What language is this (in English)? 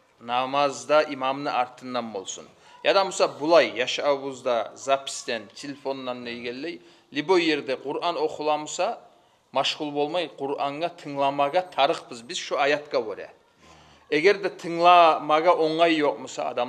Kumyk